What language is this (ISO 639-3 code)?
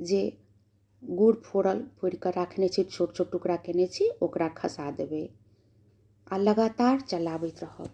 mai